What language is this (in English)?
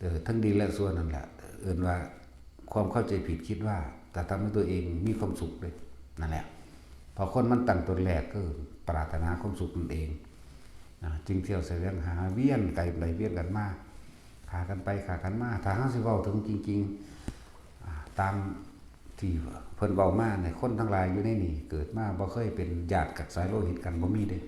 Northeastern Thai